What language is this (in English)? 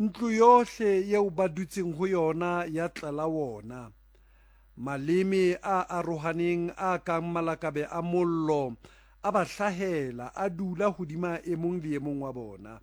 Southern Sotho